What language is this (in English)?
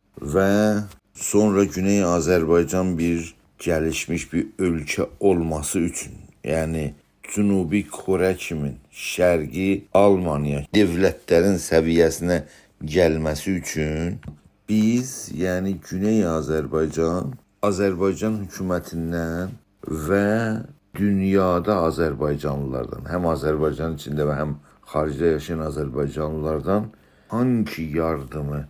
South Azerbaijani